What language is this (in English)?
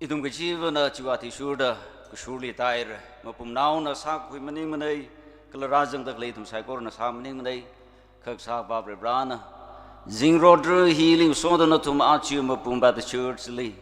Tangkhul Naga (India)